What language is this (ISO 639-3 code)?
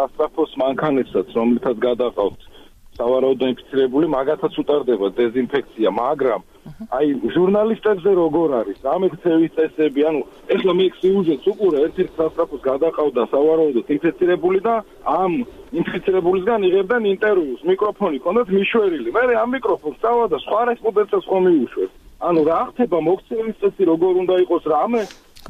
kat